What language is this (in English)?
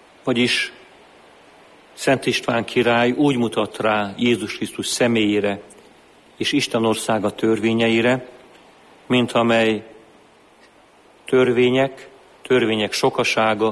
Hungarian